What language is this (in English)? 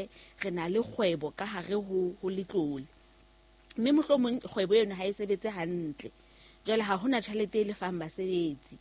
Southern Sotho